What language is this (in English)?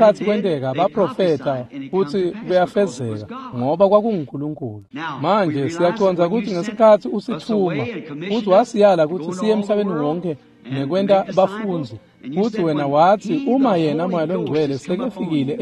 Swati